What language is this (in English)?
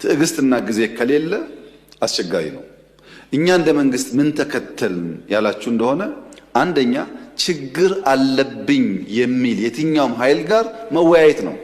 Amharic